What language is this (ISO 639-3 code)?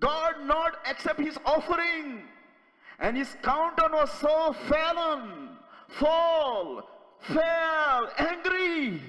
kok